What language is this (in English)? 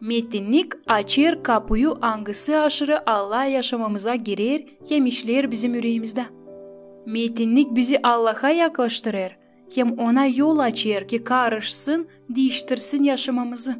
Gagauz